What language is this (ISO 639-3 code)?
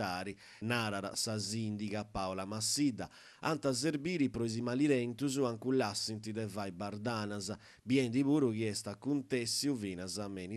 srd